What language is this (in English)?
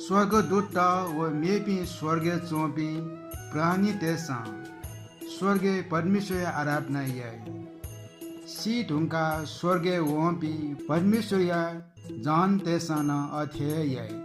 Newari